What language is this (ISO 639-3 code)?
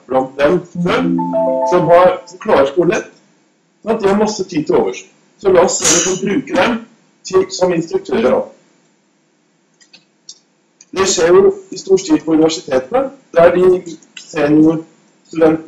nor